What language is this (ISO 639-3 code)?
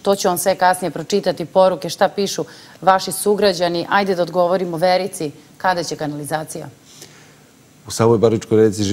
srp